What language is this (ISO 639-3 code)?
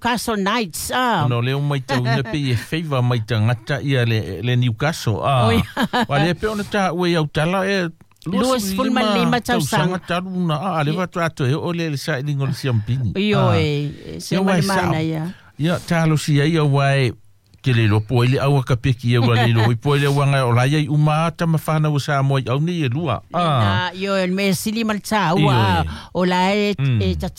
smo